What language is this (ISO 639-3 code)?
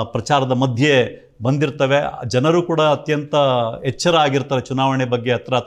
kan